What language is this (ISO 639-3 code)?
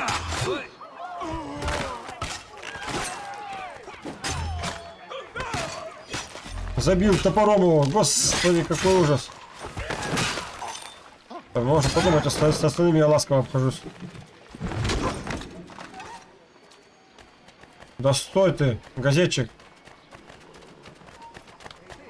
rus